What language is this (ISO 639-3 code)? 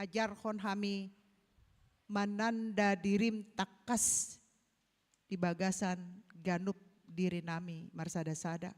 bbc